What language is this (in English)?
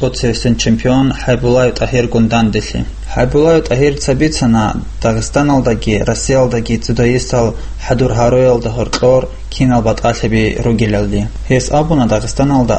Avaric